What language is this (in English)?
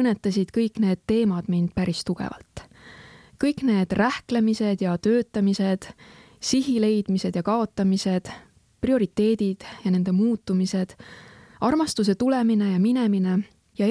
Estonian